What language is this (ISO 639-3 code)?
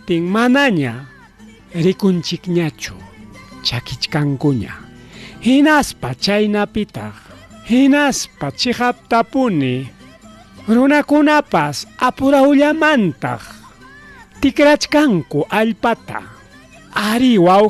quy